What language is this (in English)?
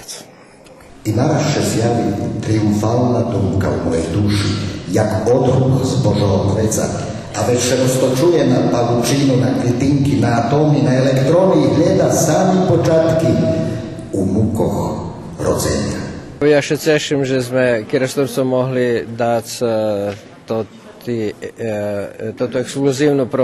Rusyn